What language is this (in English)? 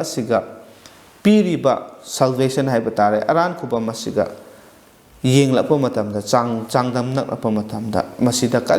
Manipuri